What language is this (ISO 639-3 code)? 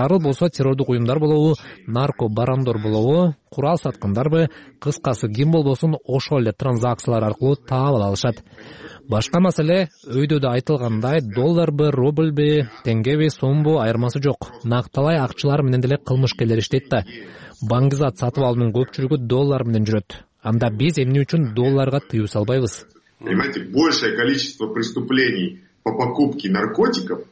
kir